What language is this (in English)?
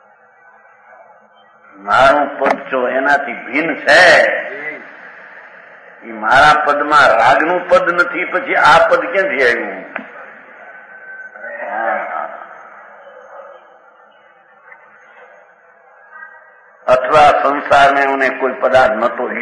Gujarati